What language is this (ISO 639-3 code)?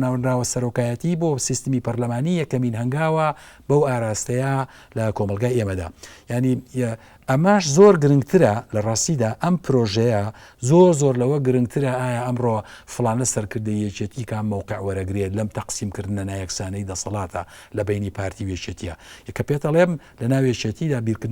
ckb